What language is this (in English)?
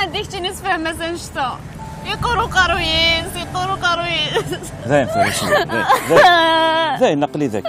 Kabyle